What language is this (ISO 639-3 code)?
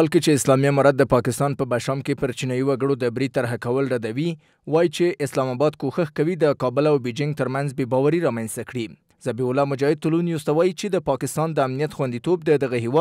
pus